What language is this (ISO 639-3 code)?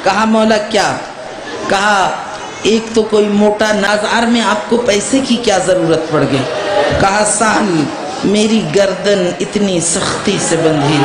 urd